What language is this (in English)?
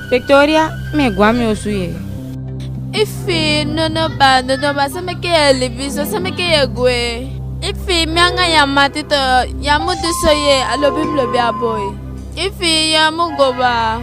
Eastern Maroon Creole